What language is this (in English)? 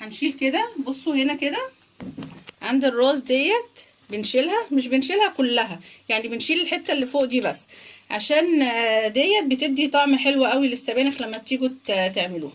Egyptian Arabic